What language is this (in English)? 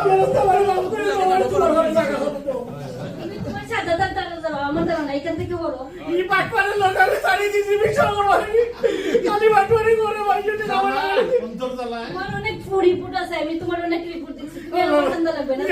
Sylheti